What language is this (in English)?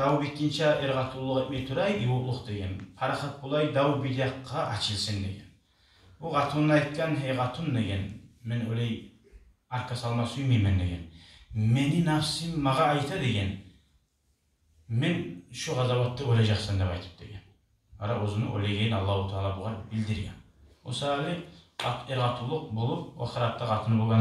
Kumyk